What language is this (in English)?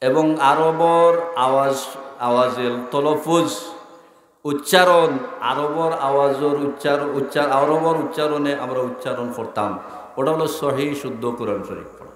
Sylheti